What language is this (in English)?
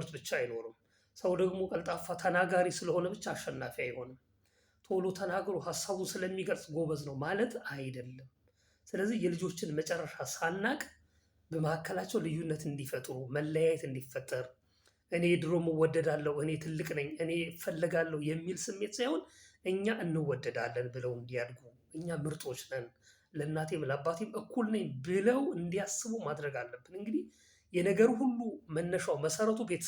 Amharic